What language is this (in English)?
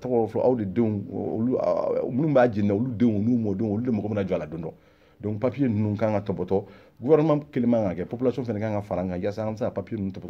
Bambara